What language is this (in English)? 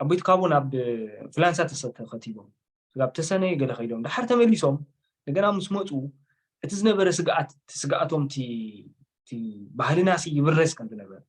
Tigrinya